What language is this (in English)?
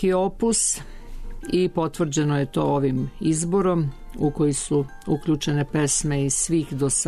Serbian